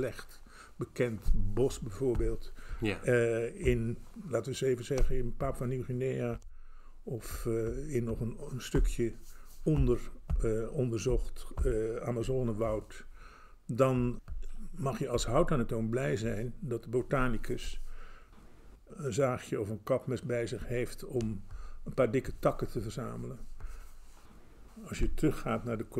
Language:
Dutch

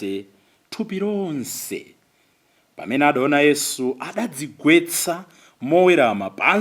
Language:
Nyanja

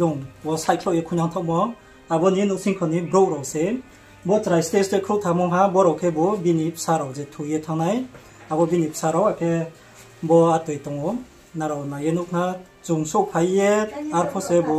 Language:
Riang (India)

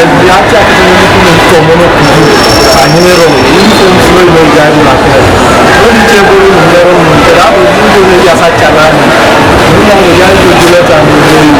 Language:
Teso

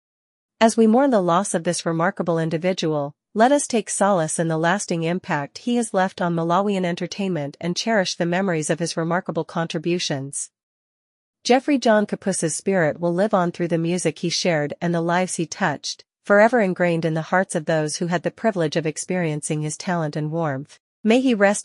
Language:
English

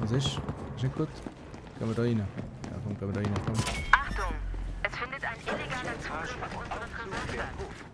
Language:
Swiss German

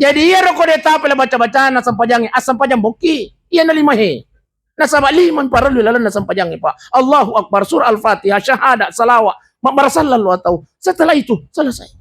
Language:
Buginese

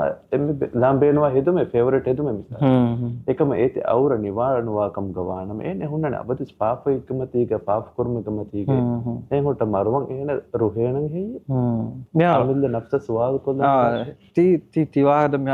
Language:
Divehi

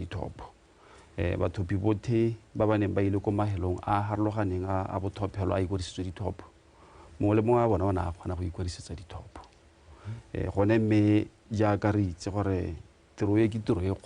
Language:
Tswana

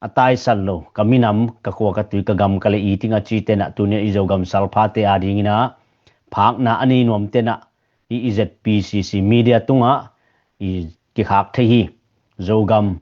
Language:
Tedim Chin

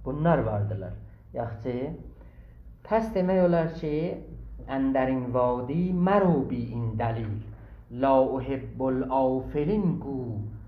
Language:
South Azerbaijani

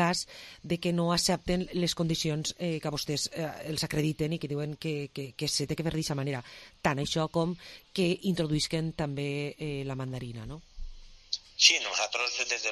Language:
Catalan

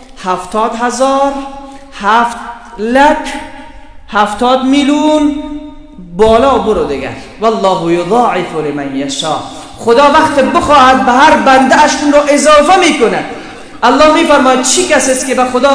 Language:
Persian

